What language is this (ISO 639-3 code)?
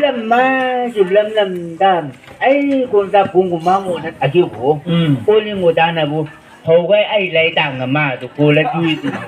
nbc